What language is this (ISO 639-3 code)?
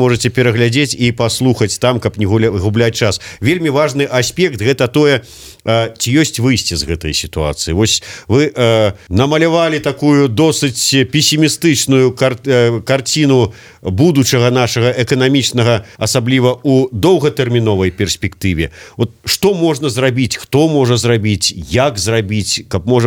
bel